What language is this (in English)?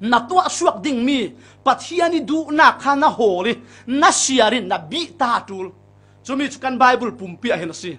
Falam Chin